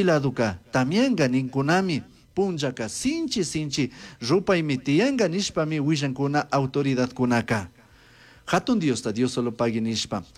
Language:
Chimborazo Highland Quichua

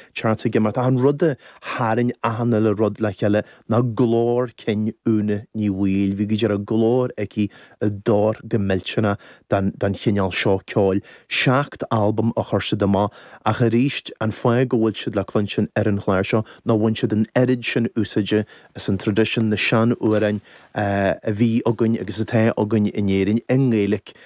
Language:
Irish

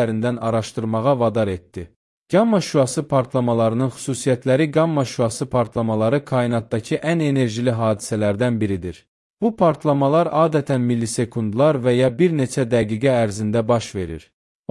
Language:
Azerbaijani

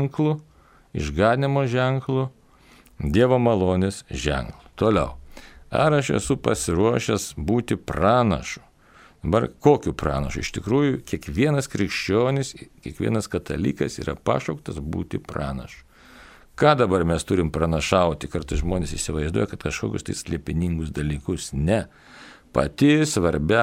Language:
Lithuanian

